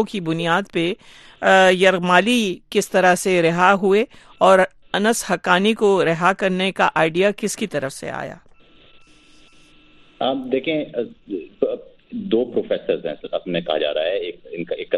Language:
Urdu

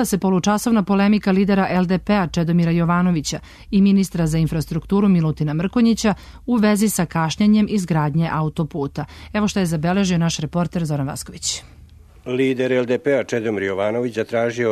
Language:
Serbian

